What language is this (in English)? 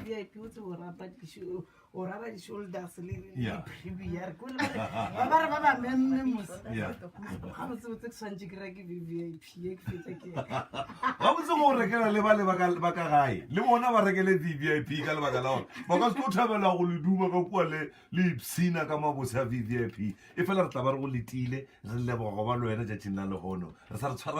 Northern Sotho